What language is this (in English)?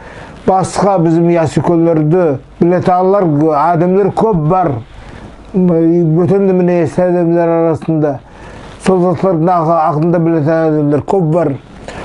Nogai